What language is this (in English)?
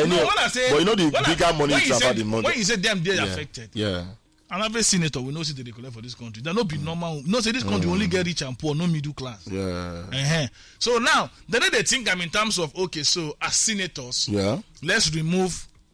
Nigerian Pidgin